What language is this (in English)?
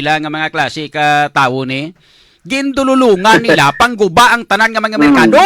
Hiligaynon